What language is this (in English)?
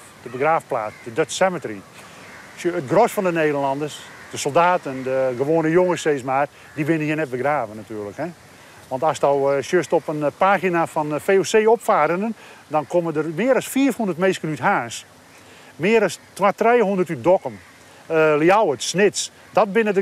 Western Frisian